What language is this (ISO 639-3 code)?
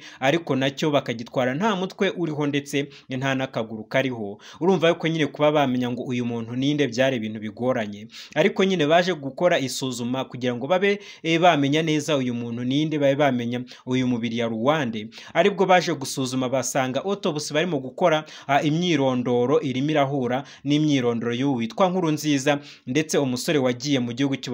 kin